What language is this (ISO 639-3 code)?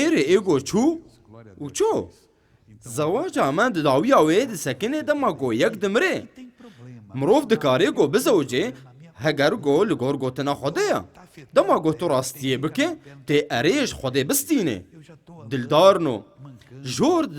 kur